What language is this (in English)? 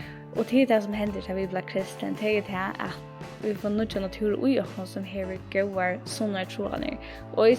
Faroese